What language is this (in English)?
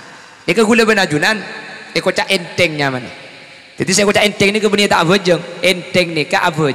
Madurese